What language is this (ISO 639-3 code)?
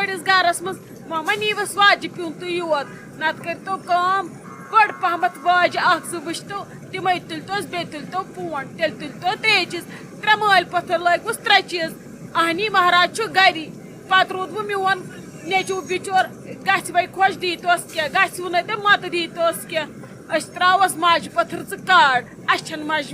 kas